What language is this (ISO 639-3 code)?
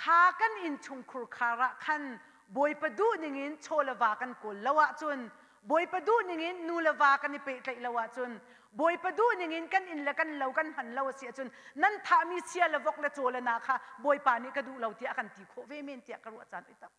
cnh